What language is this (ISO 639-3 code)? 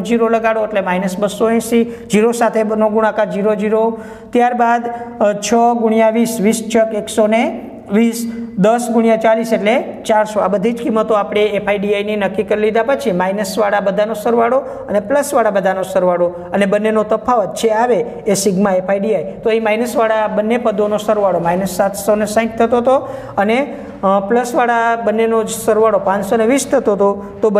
guj